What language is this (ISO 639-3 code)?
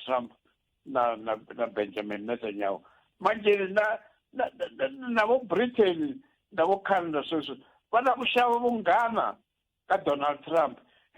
tso